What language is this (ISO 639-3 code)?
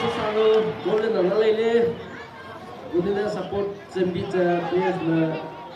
nma